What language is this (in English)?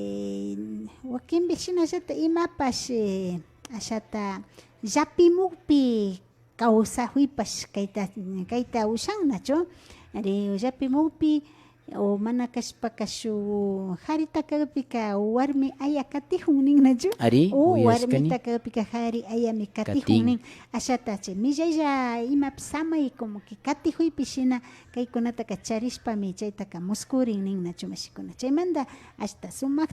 Imbabura Highland Quichua